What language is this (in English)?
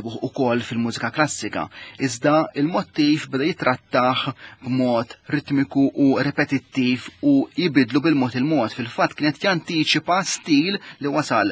Maltese